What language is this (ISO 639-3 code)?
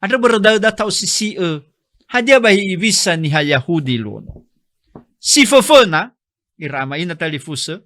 nia